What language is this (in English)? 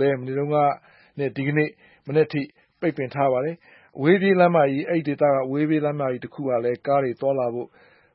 Burmese